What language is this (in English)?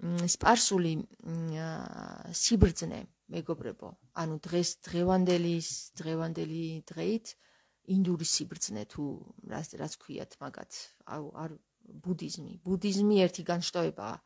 Georgian